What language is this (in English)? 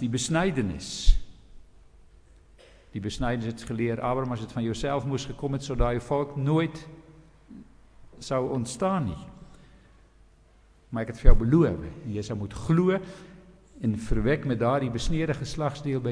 Afrikaans